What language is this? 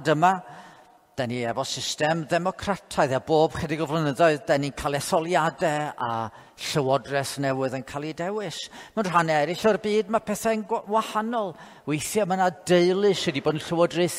Welsh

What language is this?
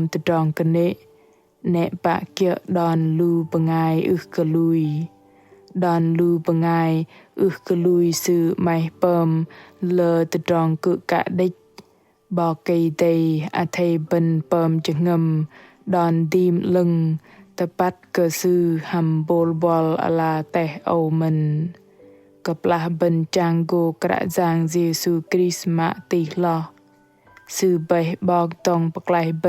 Bahnar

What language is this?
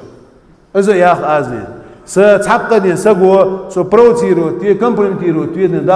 Ingush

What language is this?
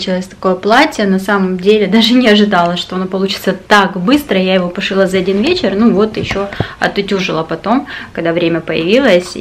Russian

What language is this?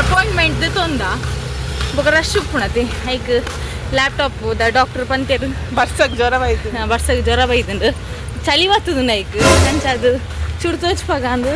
Tulu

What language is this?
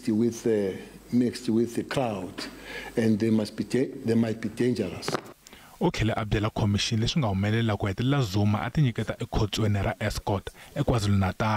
Tsonga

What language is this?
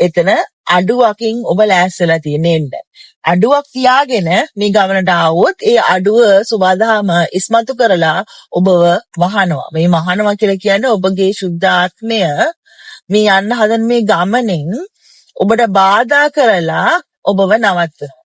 Sinhala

